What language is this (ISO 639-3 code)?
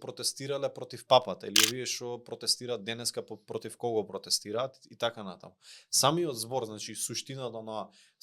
mkd